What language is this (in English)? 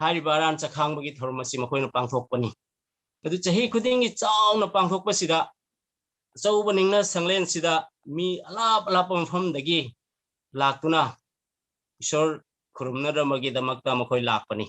Manipuri